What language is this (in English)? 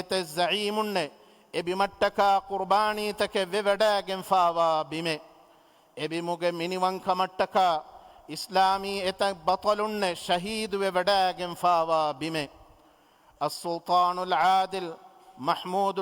Divehi